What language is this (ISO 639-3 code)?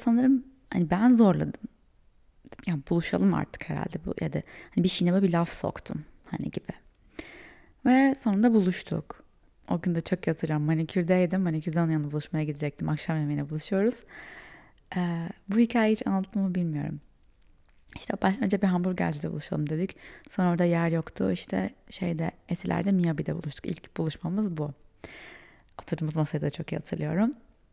tur